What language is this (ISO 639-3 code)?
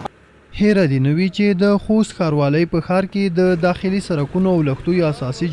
pus